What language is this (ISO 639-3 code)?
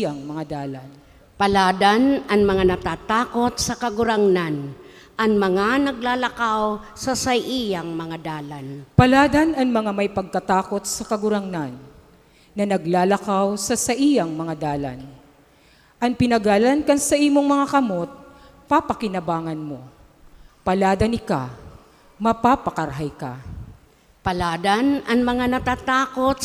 bik